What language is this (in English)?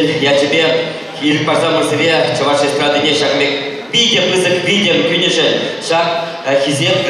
Chuvash